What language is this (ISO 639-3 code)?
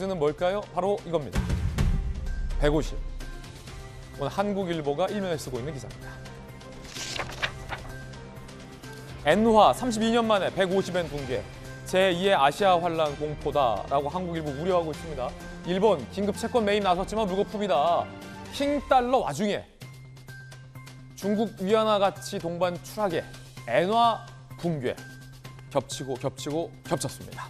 kor